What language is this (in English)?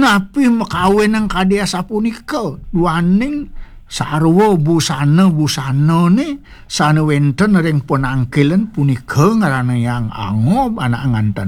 Balinese